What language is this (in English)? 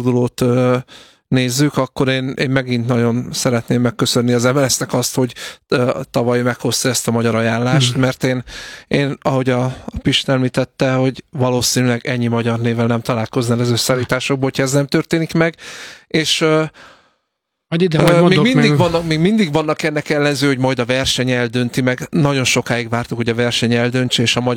Hungarian